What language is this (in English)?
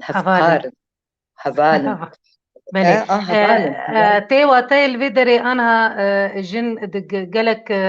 Kurdish